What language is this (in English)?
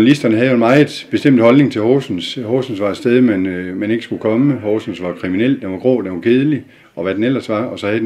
Danish